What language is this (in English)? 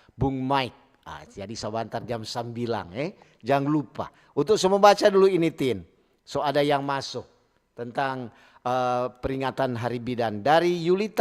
Manado Malay